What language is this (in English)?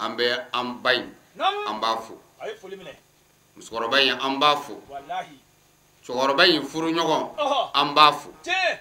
Bambara